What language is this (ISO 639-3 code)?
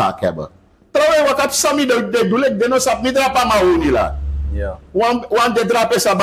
srn